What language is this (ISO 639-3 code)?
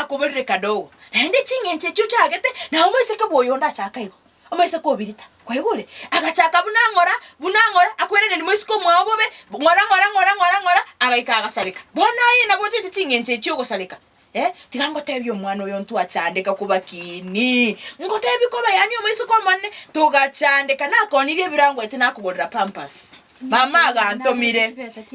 guz